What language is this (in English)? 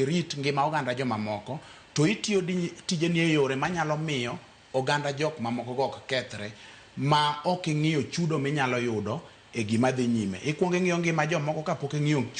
Luo (Kenya and Tanzania)